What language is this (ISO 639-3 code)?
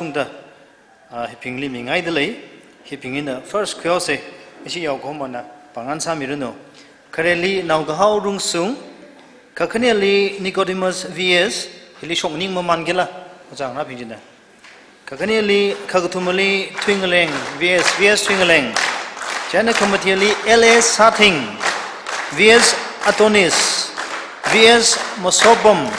nmf